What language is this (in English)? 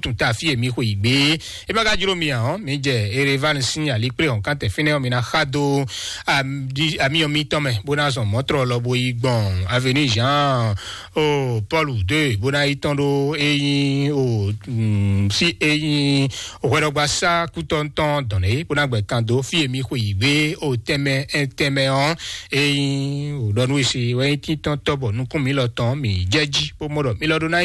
Fon